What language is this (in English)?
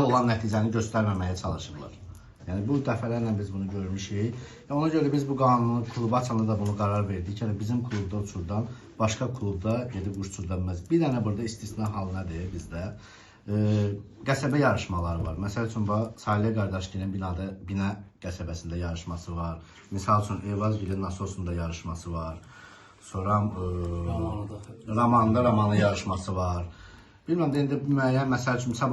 Azerbaijani